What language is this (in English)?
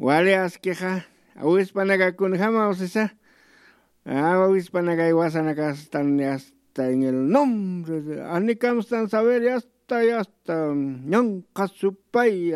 Aymara